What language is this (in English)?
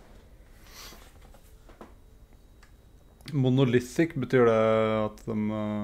Norwegian